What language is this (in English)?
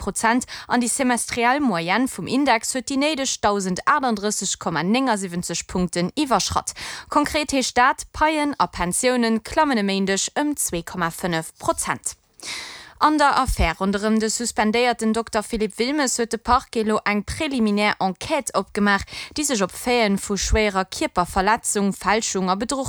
Luxembourgish